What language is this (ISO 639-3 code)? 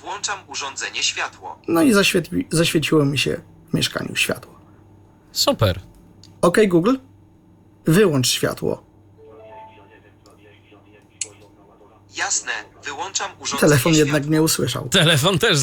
pol